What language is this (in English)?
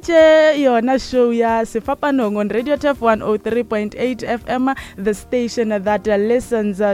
Northern Sotho